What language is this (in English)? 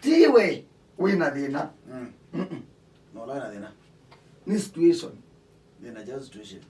Kamba